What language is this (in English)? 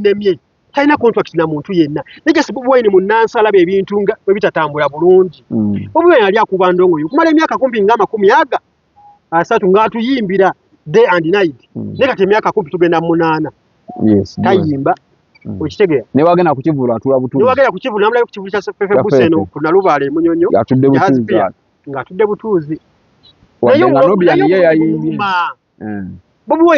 Ganda